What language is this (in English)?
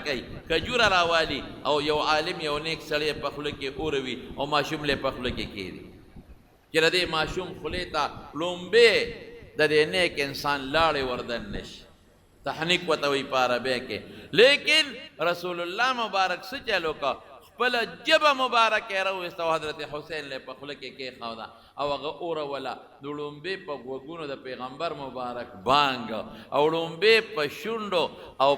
Pashto